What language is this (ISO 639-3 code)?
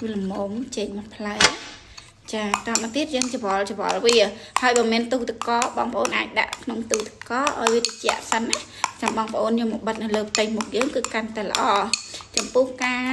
khm